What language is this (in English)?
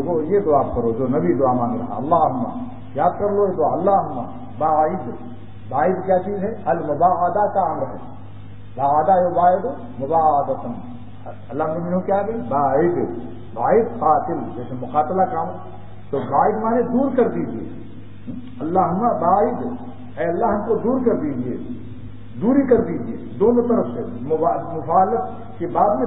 Urdu